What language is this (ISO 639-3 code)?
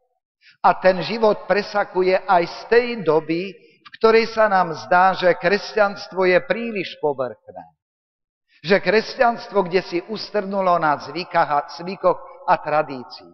slk